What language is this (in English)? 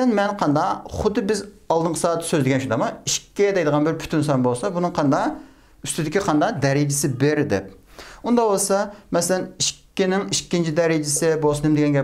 Uyghur